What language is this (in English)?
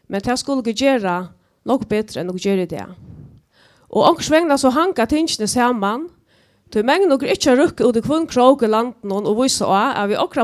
Faroese